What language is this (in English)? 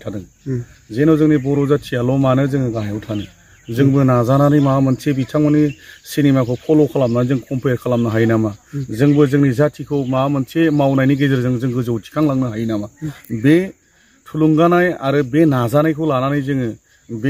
Bodo